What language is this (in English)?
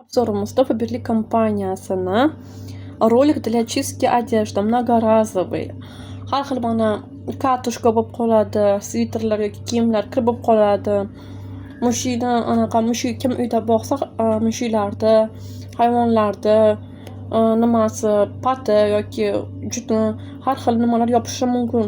Uzbek